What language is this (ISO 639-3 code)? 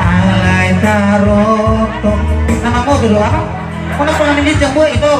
bbc